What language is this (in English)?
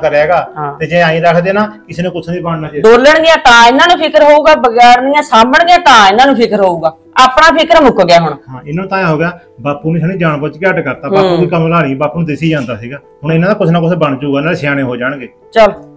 Punjabi